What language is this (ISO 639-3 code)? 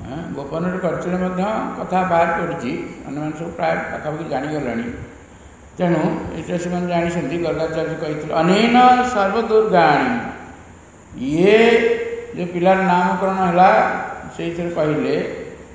ori